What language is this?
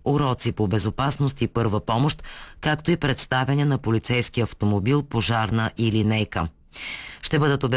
Bulgarian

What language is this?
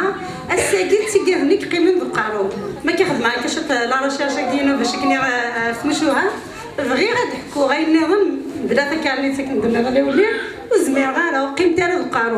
Kabyle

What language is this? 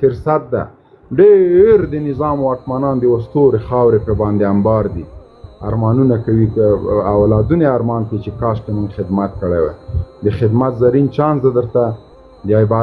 Pashto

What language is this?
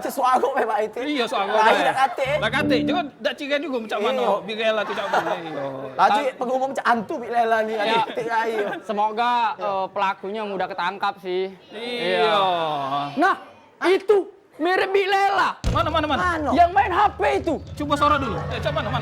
Musi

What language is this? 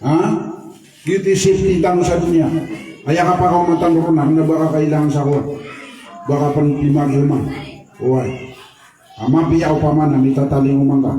Maranao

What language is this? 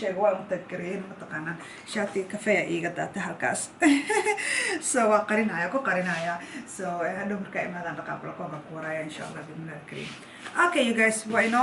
Somali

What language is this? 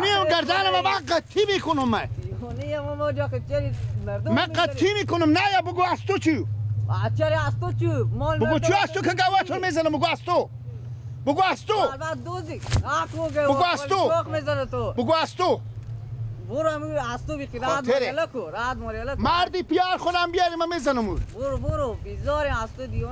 Persian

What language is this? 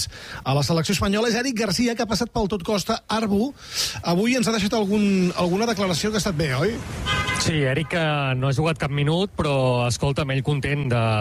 Catalan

